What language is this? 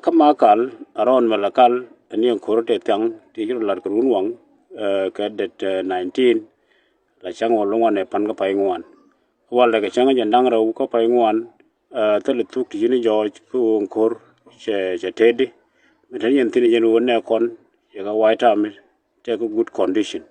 Nuer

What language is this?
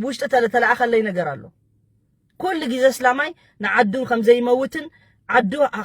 Tigrinya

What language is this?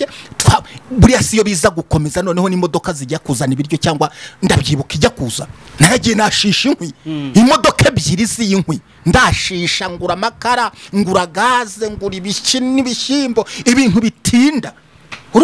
Kinyarwanda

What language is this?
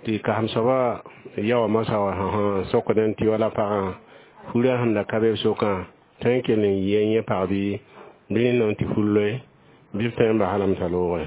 Mossi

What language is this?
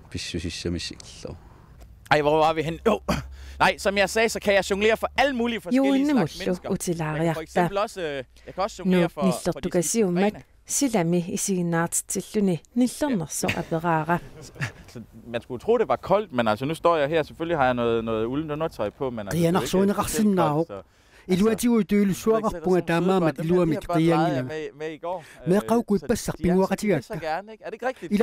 Kalaallisut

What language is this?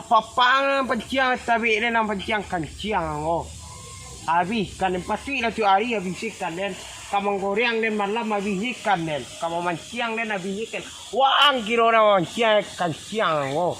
Minangkabau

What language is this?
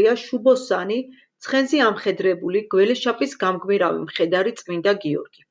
Georgian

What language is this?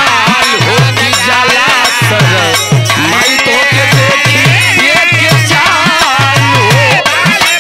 Bhojpuri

